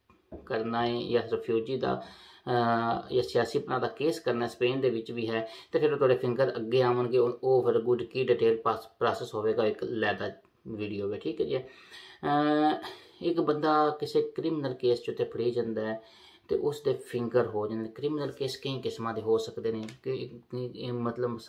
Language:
Punjabi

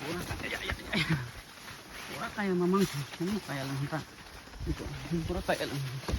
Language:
Kok Borok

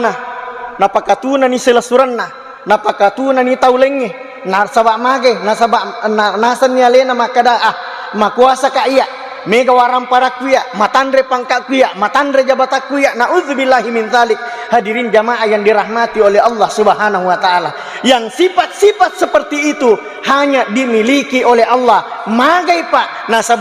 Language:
Buginese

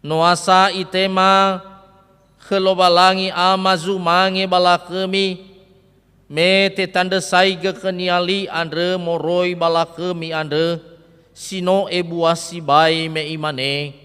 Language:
Nias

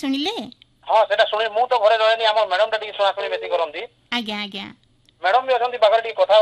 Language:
Odia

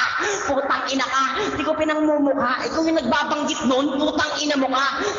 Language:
Filipino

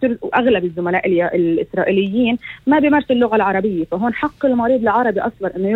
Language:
North Levantine Arabic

